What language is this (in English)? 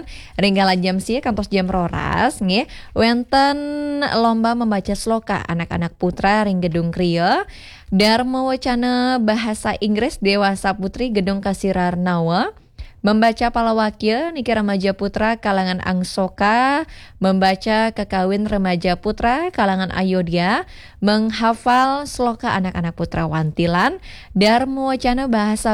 Balinese